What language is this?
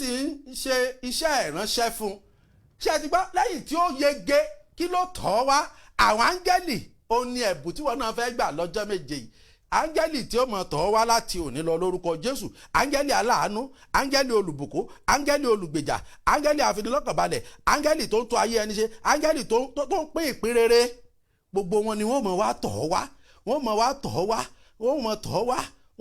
Yoruba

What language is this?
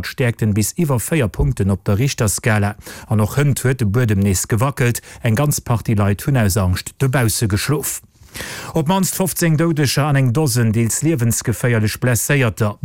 Luxembourgish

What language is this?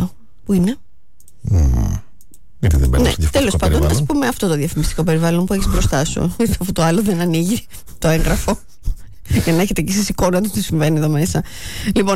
Greek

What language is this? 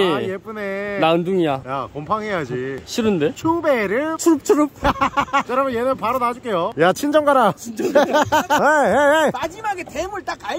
Korean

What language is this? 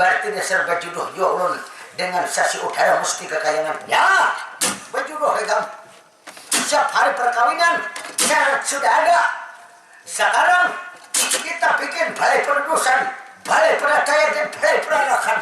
Banjar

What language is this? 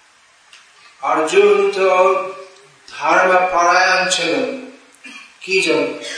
Bangla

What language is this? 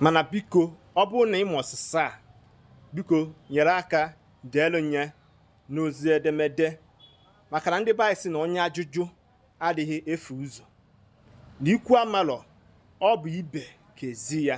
Igbo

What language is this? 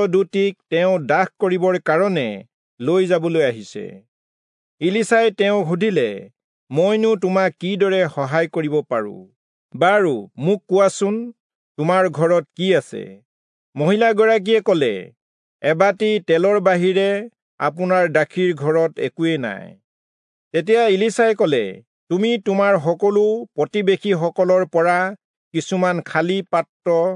Assamese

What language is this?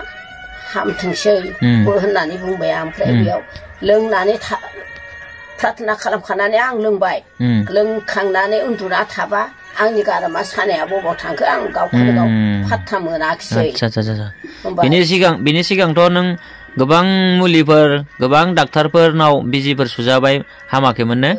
Bodo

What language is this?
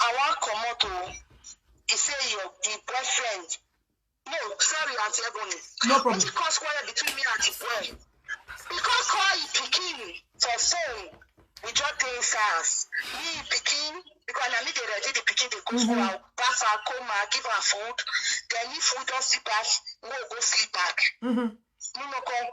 Nigerian Pidgin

